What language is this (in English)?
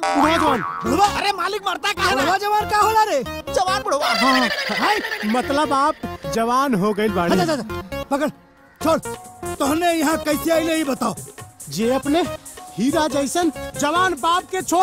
Bhojpuri